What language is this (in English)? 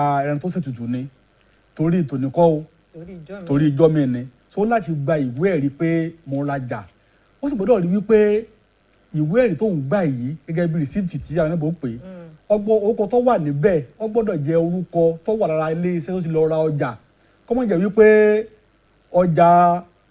Yoruba